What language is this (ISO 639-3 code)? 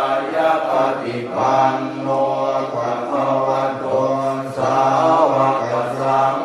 pli